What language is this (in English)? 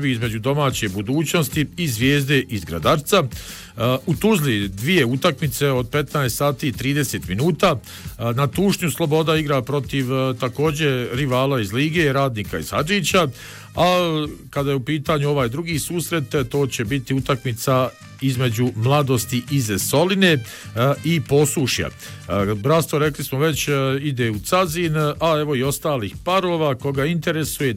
Bosnian